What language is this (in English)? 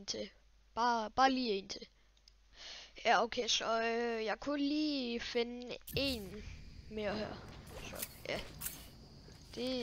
Danish